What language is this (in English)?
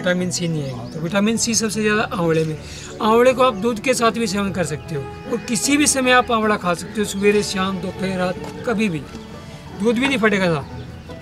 Hindi